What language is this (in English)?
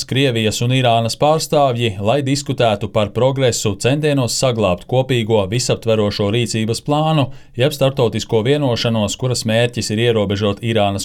Latvian